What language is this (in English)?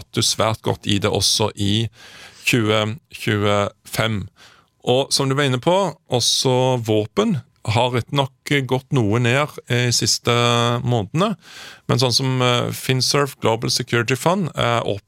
Norwegian